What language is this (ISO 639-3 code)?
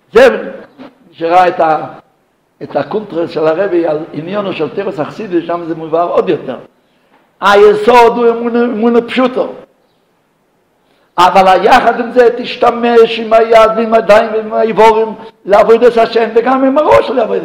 heb